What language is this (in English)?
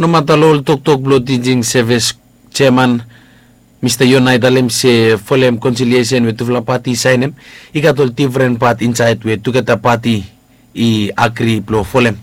Bislama